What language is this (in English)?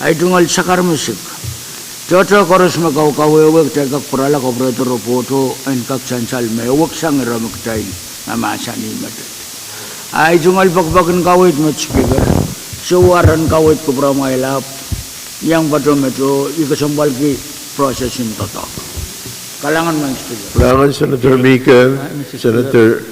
Pohnpeian